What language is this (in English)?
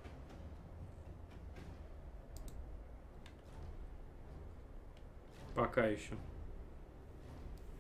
Russian